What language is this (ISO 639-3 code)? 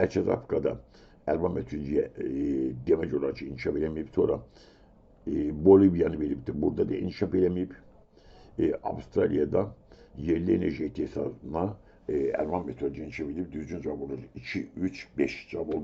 aze